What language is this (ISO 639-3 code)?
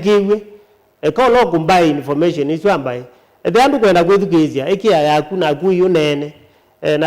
kam